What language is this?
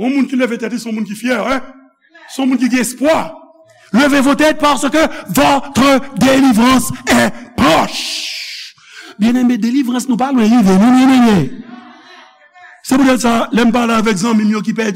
Haitian Creole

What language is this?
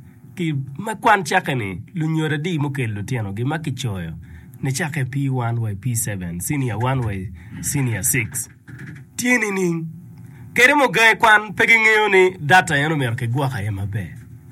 Acoli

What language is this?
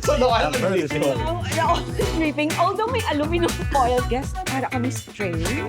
Hiligaynon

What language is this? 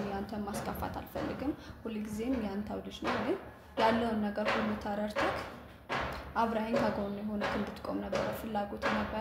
Amharic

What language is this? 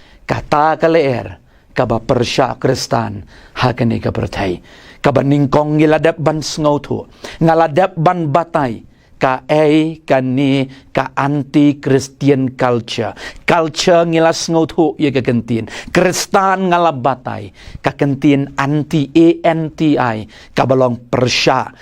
Khasi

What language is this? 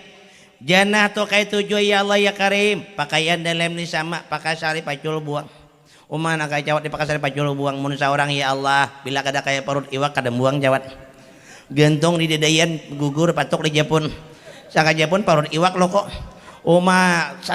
Banjar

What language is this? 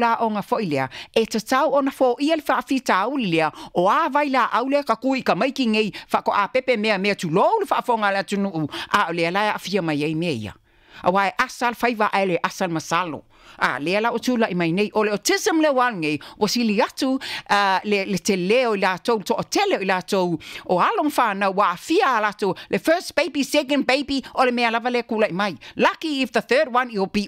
Samoan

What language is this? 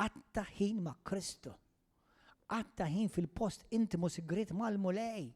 Maltese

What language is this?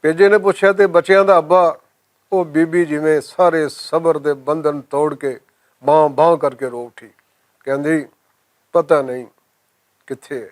Western Panjabi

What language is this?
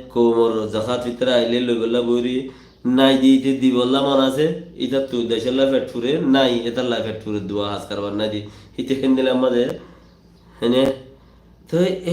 Rohingya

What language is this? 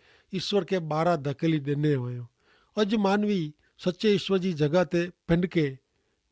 Kachhi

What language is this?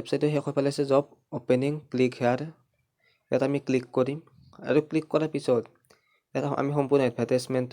Assamese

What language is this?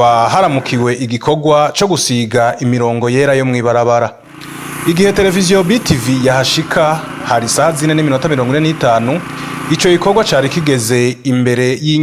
Rundi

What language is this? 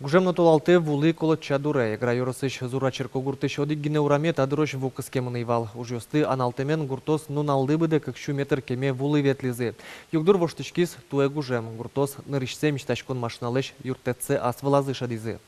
Udmurt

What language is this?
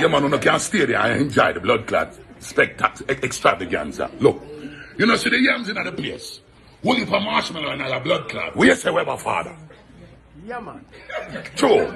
Jamaican Creole English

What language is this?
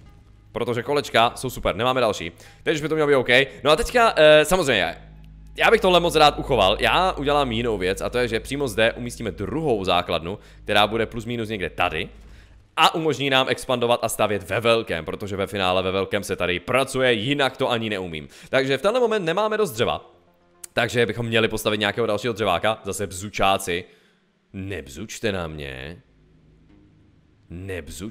Czech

